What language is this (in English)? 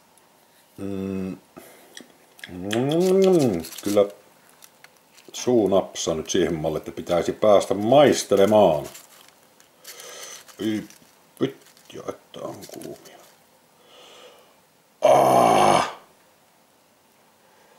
Finnish